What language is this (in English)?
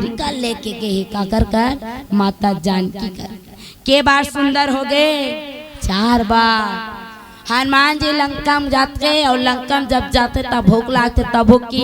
Chhattisgarhi